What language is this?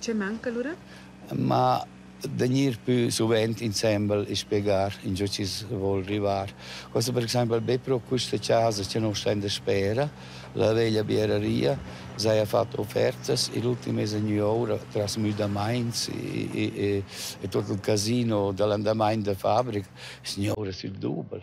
Romansh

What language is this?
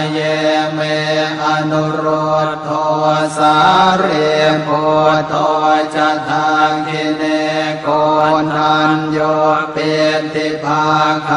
Pali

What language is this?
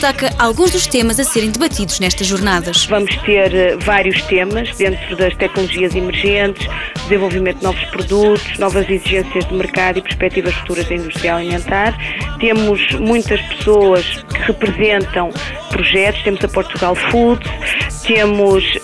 Portuguese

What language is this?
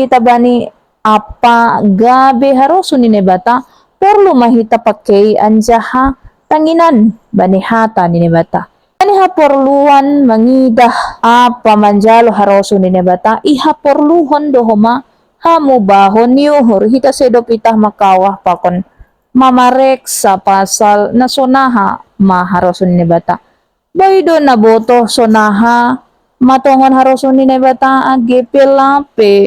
Batak Simalungun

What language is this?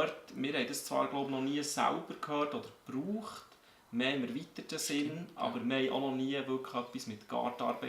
Swiss German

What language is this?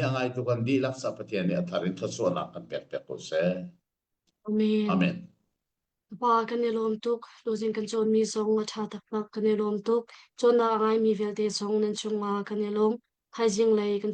Hakha Chin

